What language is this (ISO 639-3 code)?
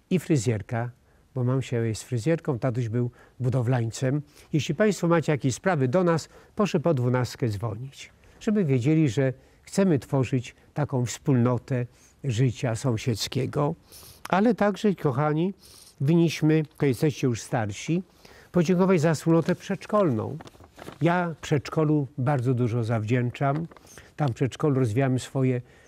pol